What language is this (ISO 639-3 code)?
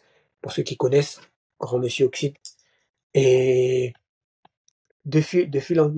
fra